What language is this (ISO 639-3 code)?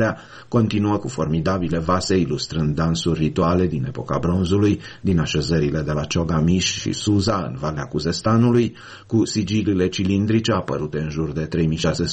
ron